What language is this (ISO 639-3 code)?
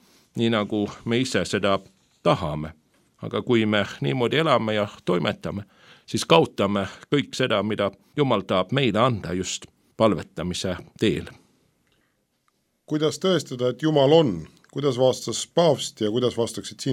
est